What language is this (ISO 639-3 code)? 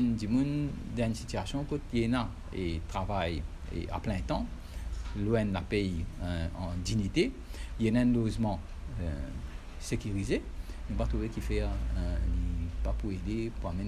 mfe